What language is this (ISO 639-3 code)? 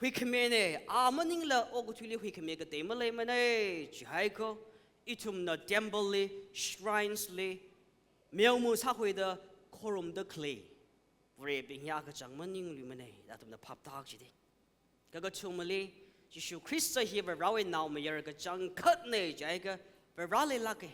nmf